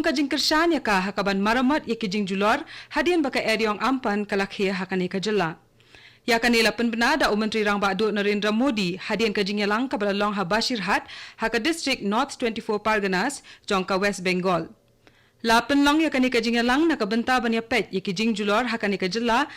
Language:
Khasi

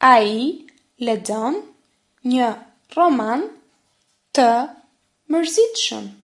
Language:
Albanian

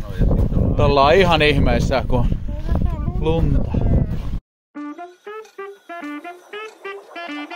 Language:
Finnish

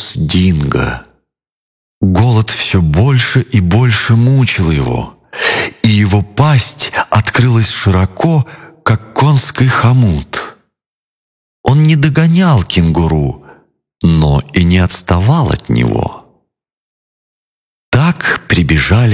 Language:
Russian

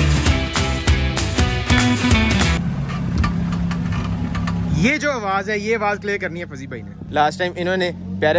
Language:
Hindi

